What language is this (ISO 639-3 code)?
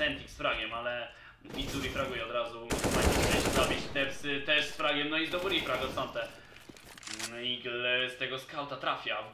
pol